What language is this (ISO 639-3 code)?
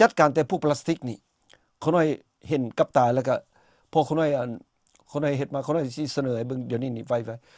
lao